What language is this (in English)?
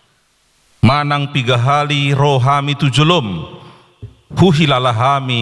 Batak Toba